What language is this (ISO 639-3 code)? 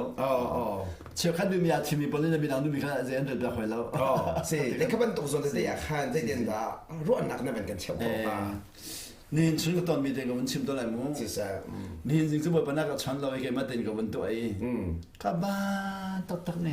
cnh